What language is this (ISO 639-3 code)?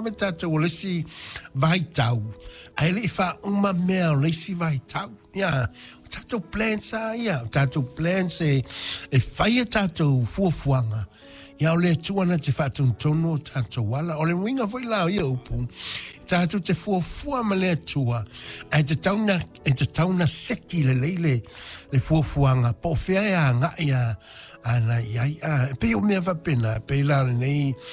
smo